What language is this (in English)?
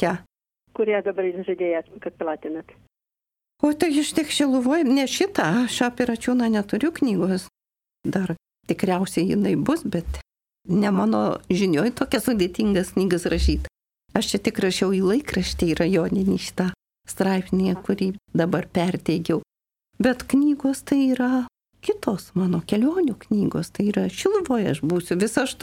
Lithuanian